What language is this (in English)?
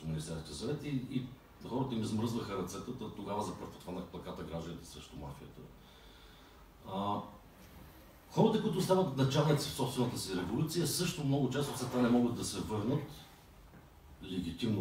Bulgarian